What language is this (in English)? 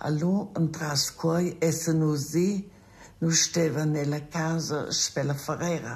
Romansh